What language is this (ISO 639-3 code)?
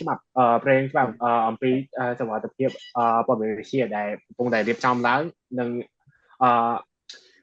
khm